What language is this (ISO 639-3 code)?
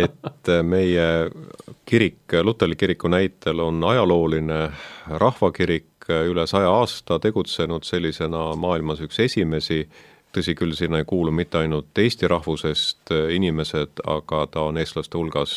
est